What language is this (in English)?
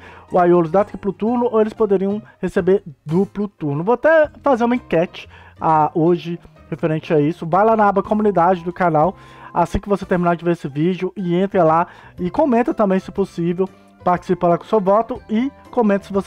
Portuguese